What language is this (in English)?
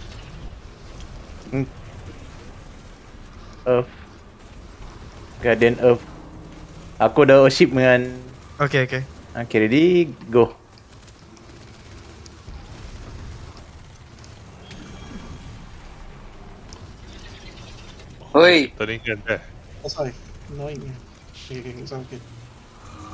Malay